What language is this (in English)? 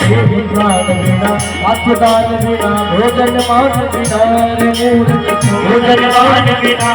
Maithili